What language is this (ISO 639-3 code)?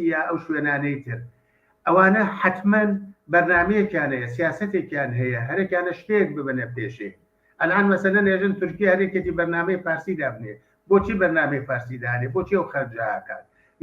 ckb